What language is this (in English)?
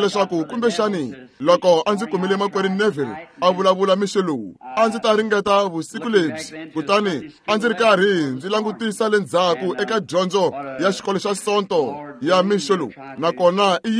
Tsonga